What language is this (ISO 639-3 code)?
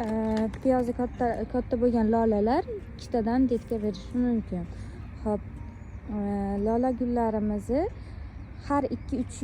uzb